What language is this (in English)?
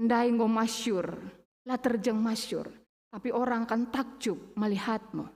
Batak Karo